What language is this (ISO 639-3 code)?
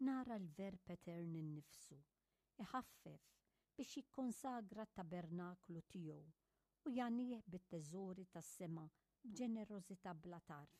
mlt